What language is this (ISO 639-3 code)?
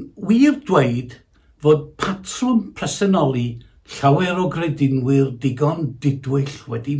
cym